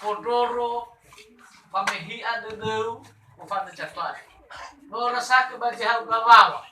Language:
Nias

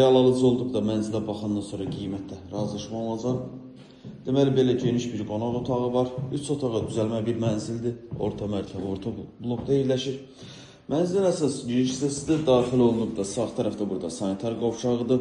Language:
Azerbaijani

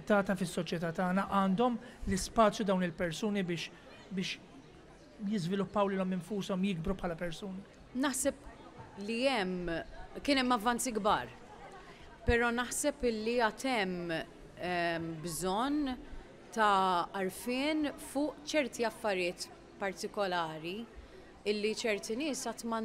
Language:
Maltese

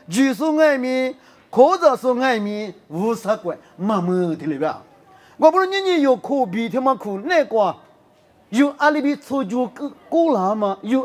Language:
Lisu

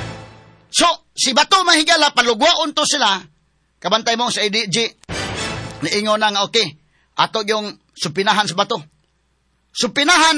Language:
Cebuano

